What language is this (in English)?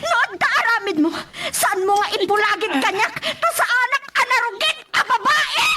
Iloko